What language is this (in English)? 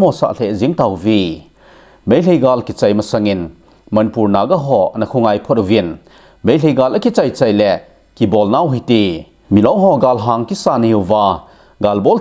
Thado Chin